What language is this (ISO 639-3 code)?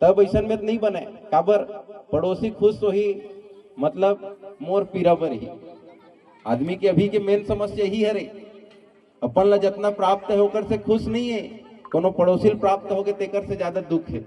hne